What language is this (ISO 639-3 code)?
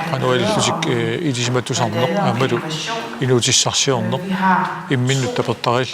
kal